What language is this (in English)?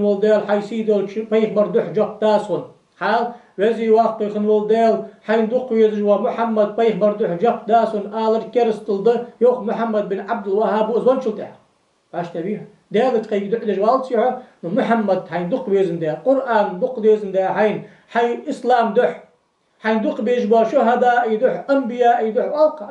Ingush